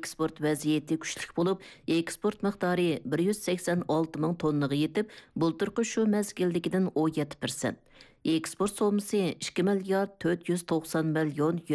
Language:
Uyghur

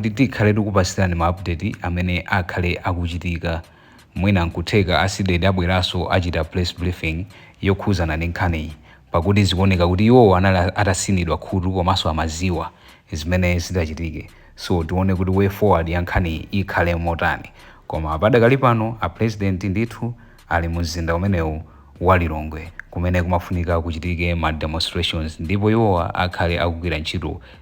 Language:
Nyanja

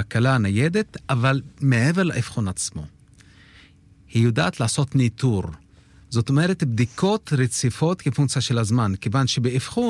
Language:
Hebrew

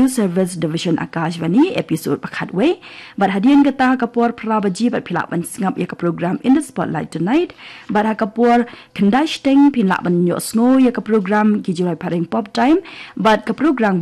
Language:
Khasi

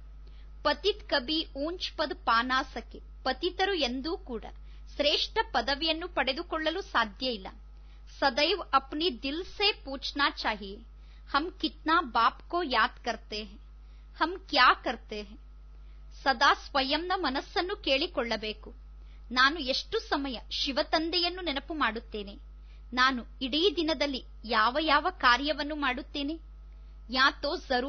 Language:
Kannada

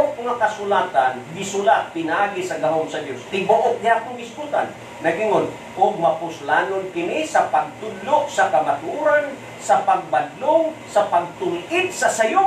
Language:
Cebuano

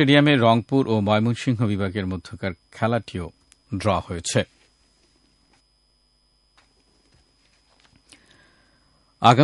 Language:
Bangla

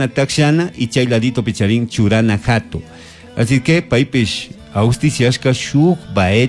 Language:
Chimborazo Highland Quichua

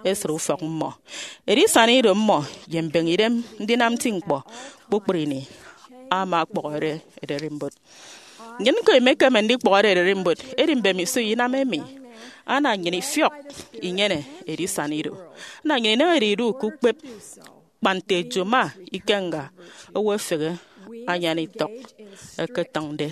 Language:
Efik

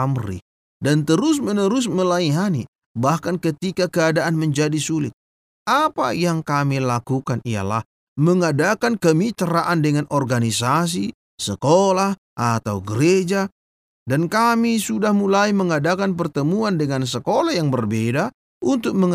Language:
Indonesian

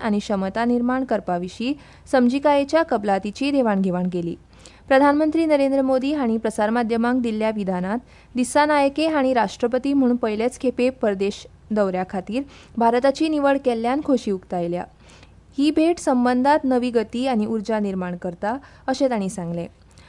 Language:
Konkani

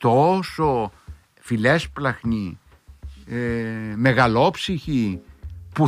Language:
Greek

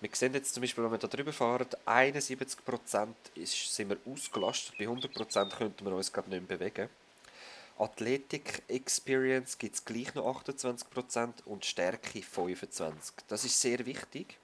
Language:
Swiss German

